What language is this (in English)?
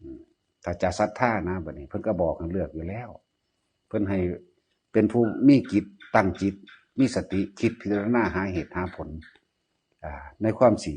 Northeastern Thai